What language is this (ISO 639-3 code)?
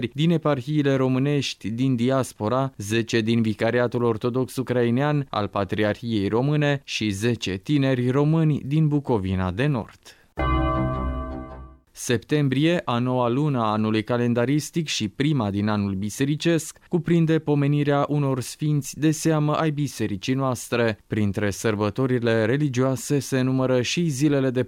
ron